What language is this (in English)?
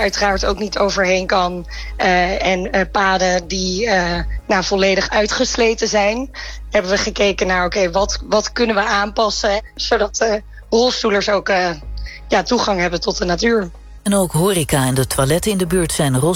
Dutch